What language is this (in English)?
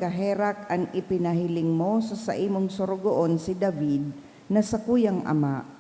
Bikol